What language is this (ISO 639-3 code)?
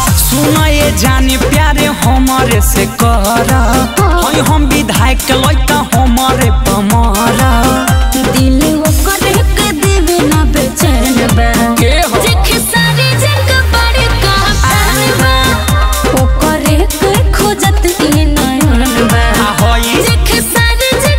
bho